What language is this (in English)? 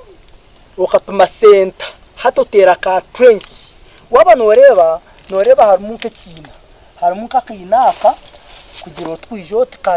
Nyankole